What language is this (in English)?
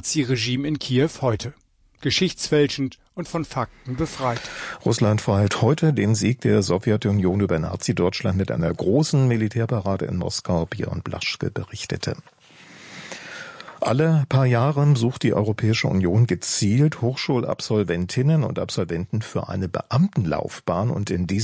German